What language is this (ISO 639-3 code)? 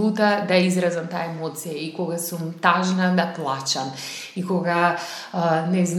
mkd